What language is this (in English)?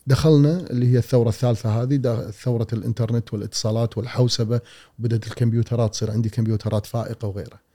Gulf Arabic